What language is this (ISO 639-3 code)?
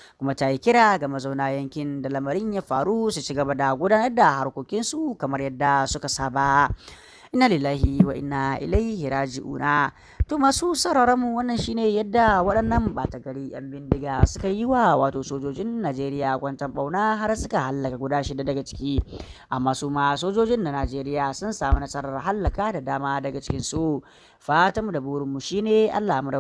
hau